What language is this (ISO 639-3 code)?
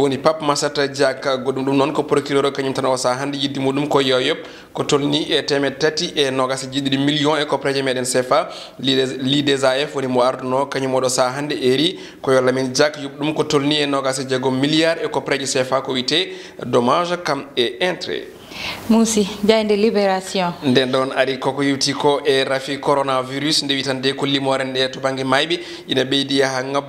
ful